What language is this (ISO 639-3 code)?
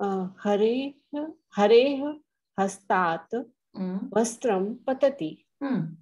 san